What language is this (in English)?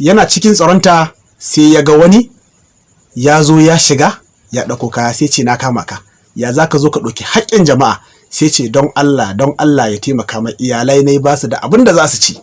Hausa